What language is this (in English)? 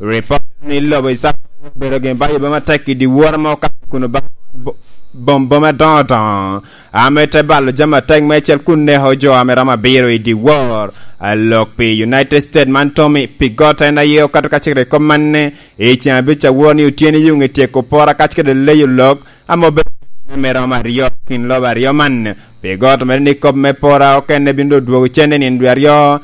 Lango (Uganda)